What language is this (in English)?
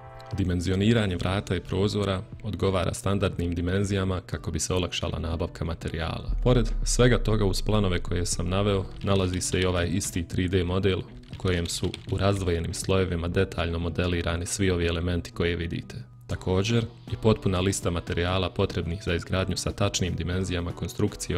Bosnian